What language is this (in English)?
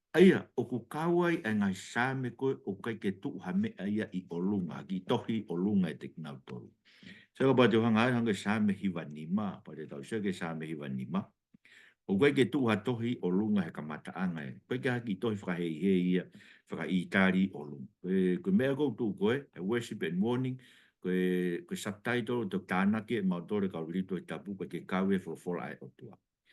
Tongan